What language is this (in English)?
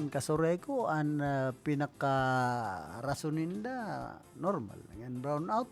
Bikol